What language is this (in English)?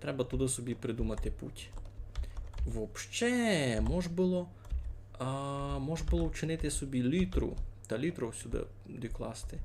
Rusyn